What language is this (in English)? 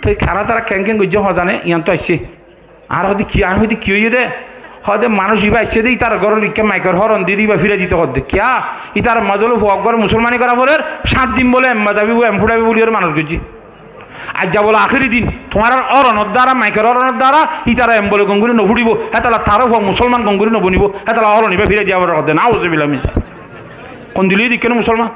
Rohingya